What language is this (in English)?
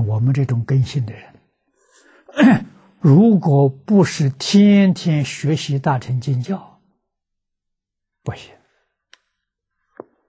Chinese